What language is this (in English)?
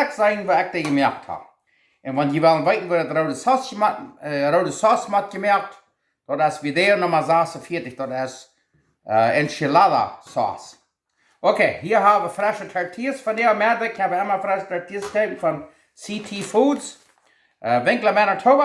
Plautdietsch